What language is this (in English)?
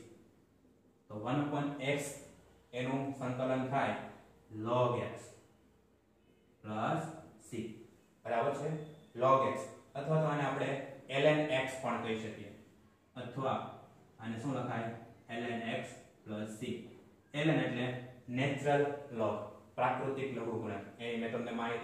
Gujarati